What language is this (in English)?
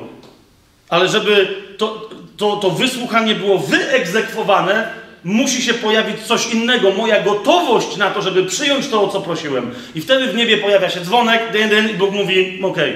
Polish